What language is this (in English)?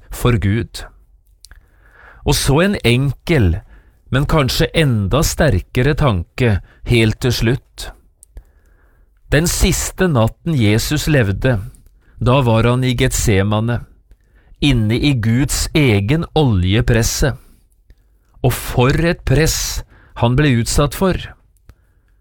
Norwegian